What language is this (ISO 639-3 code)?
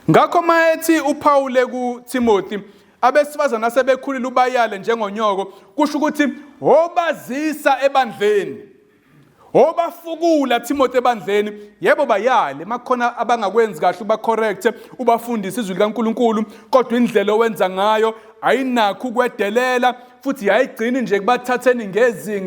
zul